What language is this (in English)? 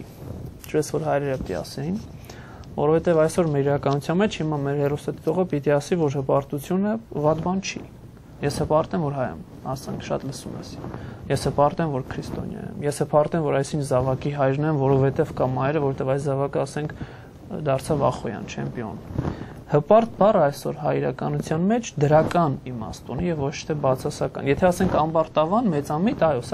Armenian